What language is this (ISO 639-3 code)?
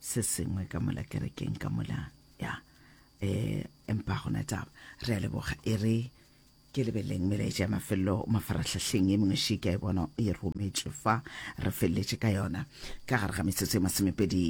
nso